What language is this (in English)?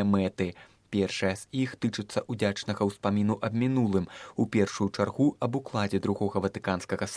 Belarusian